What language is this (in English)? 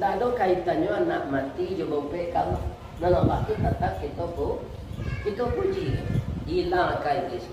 Minangkabau